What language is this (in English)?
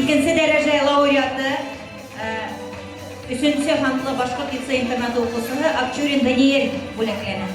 Bashkir